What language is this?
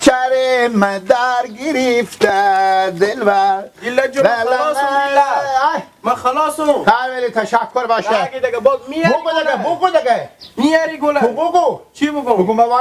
Persian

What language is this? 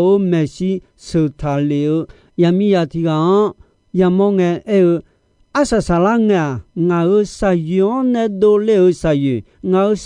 Akha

